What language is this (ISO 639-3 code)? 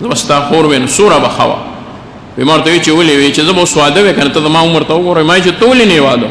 pus